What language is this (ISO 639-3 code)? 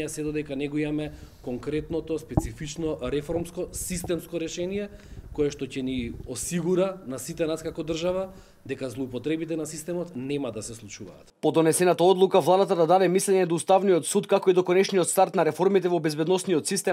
mkd